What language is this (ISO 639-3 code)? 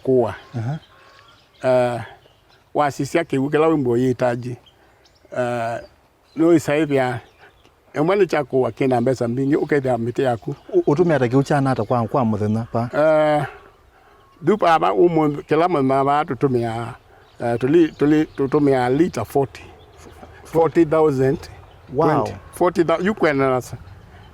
kam